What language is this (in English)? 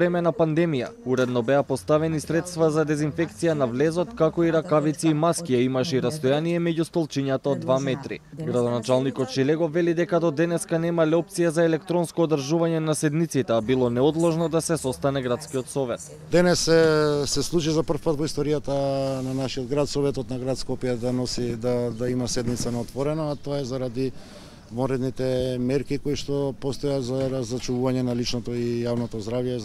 Macedonian